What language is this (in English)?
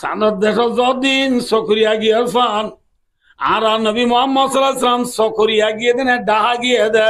Rohingya